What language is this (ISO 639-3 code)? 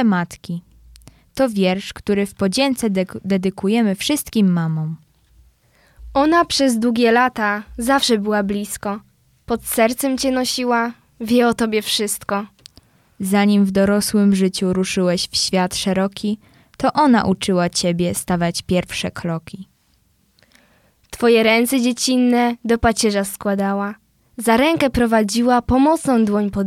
pol